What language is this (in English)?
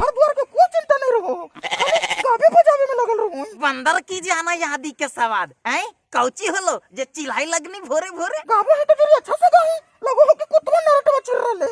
Magahi